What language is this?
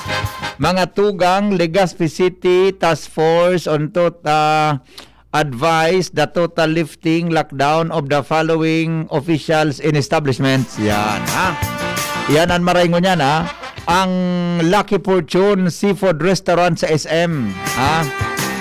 Bikol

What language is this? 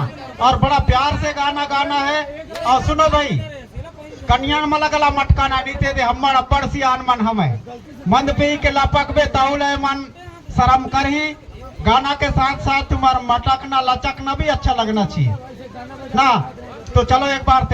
Chhattisgarhi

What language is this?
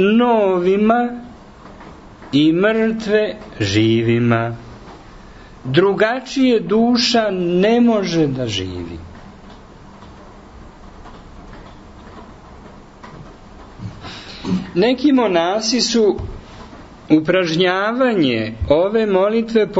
Serbian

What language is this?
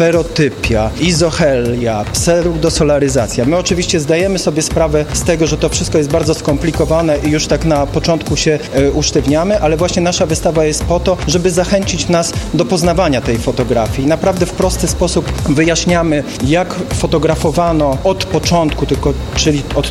Polish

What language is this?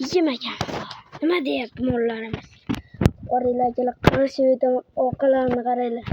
Uzbek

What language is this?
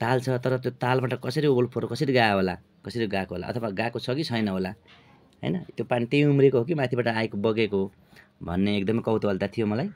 Nepali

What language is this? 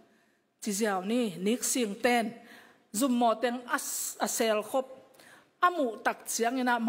Tedim Chin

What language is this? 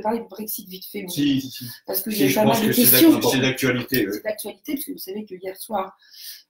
French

